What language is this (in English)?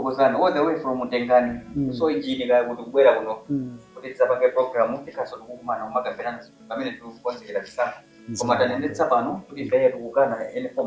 Nyanja